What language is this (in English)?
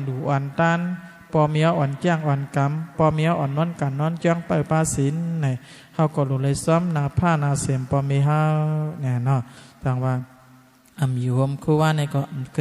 Shan